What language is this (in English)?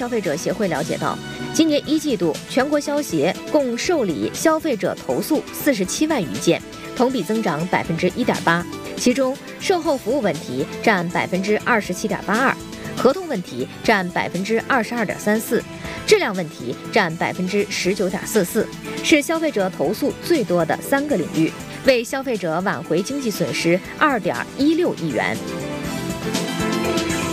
Chinese